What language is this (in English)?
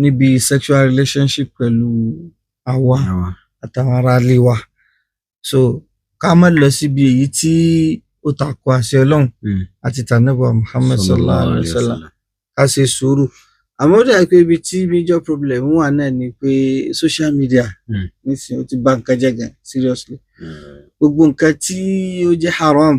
Yoruba